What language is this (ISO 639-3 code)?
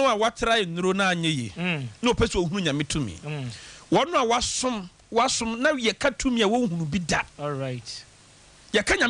aka